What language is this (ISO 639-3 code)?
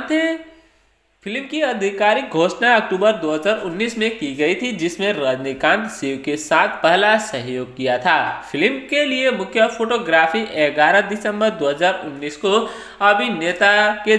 hin